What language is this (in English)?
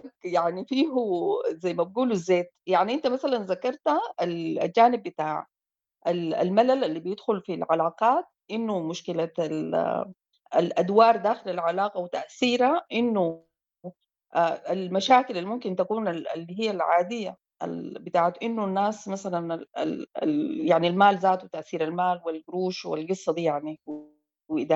Sudanese Arabic